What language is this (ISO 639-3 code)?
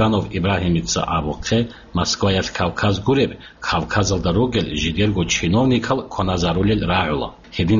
ava